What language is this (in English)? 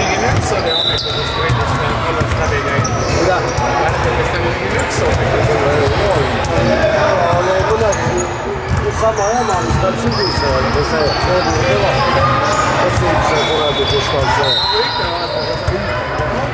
Estonian